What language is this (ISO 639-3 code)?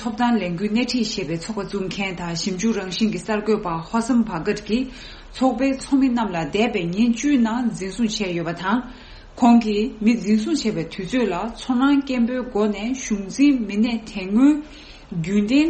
bod